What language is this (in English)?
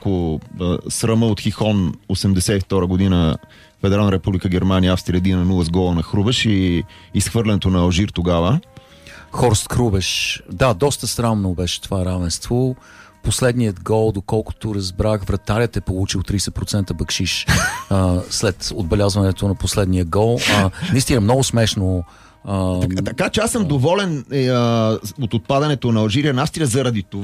Bulgarian